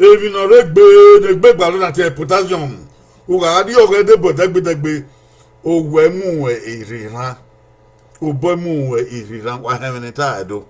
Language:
Bini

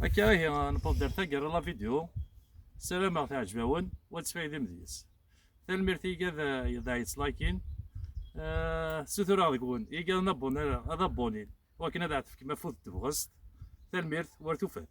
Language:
Kabyle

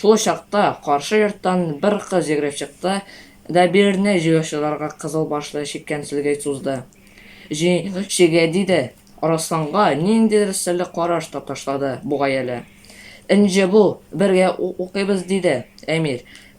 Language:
Tatar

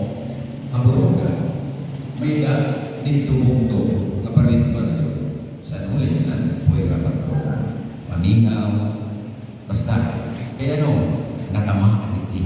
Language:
Waray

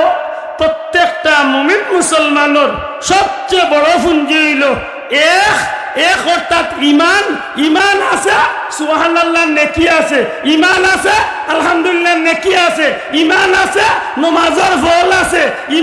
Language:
Sylheti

